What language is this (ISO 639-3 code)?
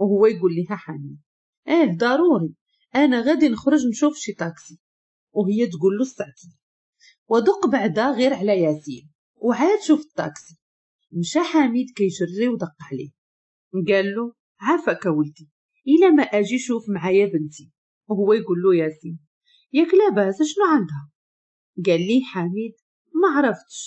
ary